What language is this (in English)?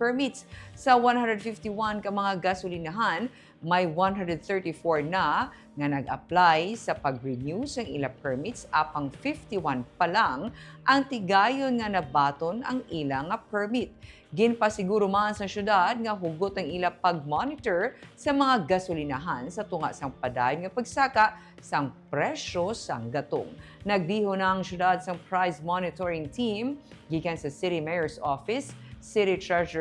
Hiligaynon